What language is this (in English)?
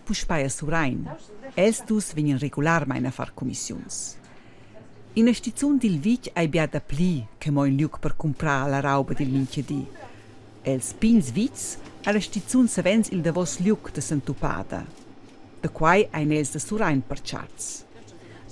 Romansh